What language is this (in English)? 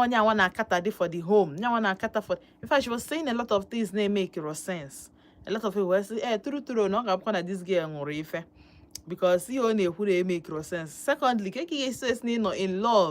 Igbo